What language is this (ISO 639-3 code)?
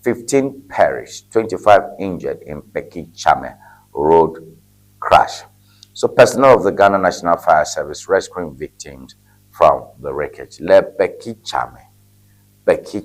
ewe